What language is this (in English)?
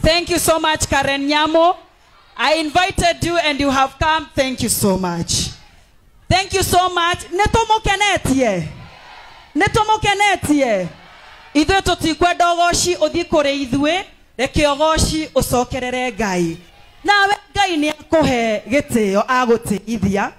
Kikuyu